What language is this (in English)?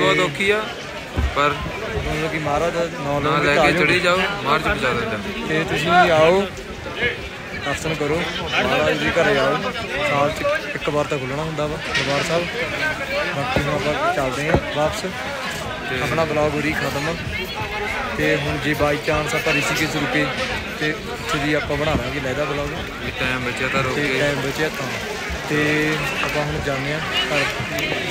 Punjabi